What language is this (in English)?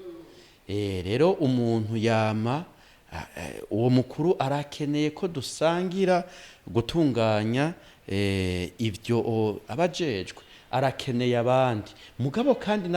Rundi